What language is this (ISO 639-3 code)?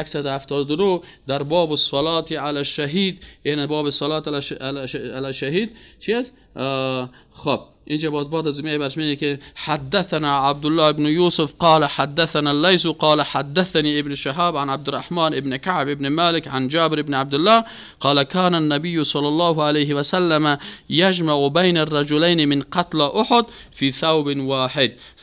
fas